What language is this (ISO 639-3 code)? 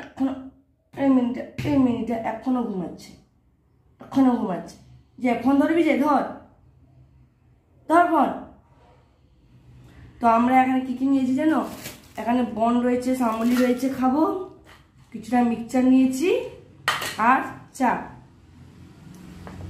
ben